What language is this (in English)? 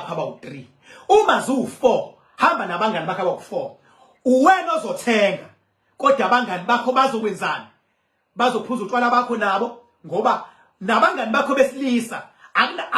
Zulu